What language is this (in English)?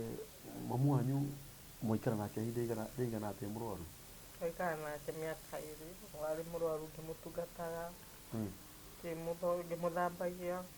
Kikuyu